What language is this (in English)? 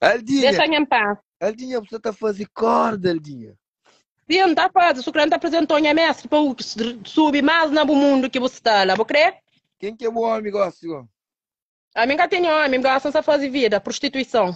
Kabuverdianu